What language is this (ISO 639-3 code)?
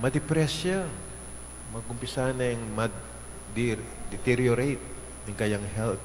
pam